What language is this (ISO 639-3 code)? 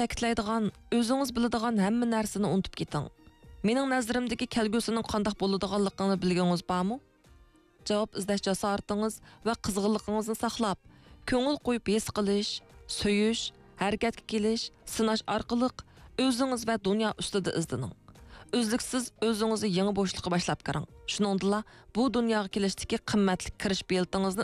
uig